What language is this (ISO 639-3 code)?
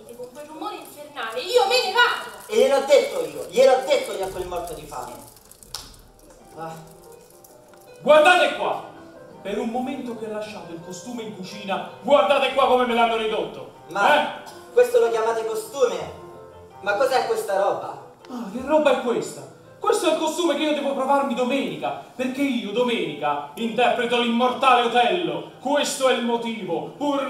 ita